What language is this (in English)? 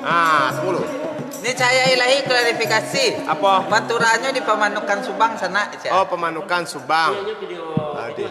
Minangkabau